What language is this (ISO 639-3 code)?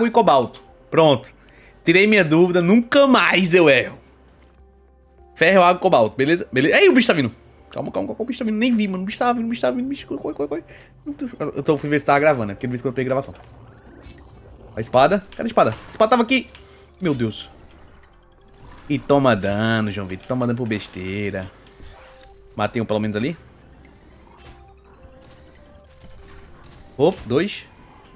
por